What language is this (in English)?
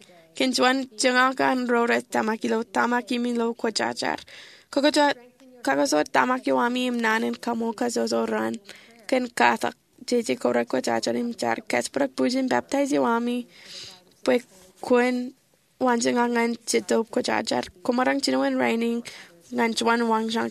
Marshallese